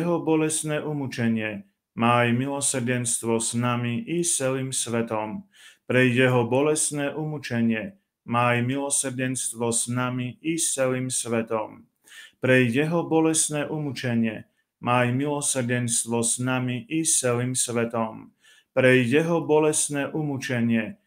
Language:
Slovak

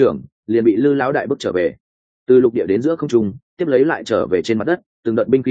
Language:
Vietnamese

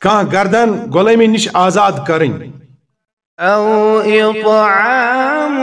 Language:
Kashmiri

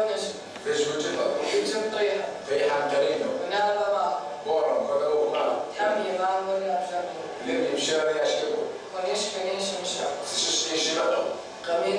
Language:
Kabardian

